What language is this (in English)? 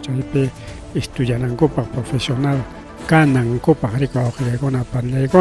Ayacucho Quechua